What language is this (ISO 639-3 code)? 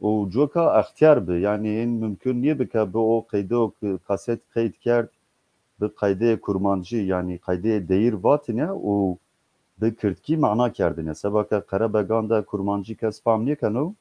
zza